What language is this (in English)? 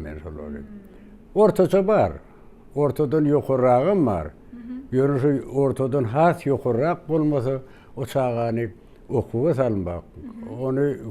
Turkmen